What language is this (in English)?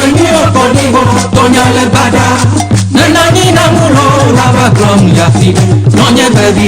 Ewe